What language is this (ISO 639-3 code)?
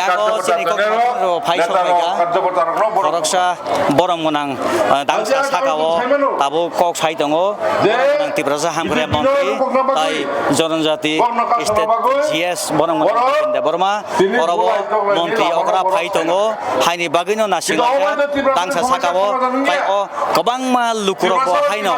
trp